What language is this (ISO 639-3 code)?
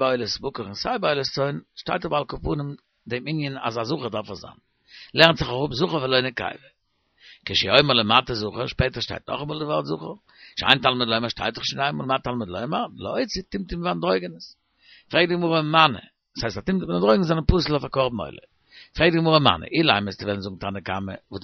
yid